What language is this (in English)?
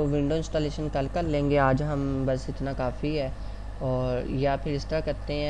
Hindi